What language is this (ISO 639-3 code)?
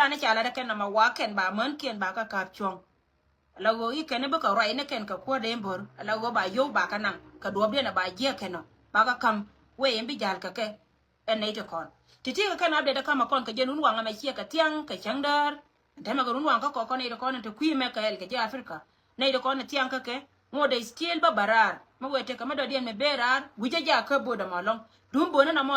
nus